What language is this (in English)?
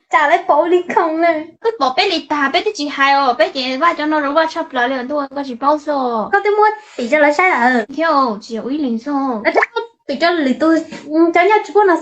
Hmong